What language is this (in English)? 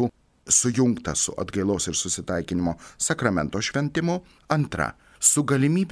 Lithuanian